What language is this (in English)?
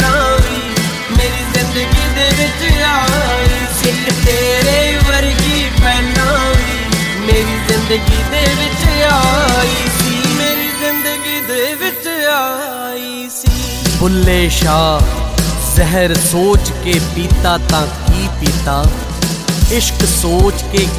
Punjabi